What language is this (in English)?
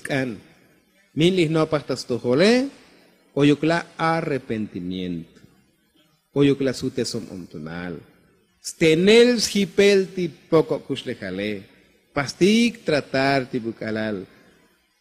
Tzotzil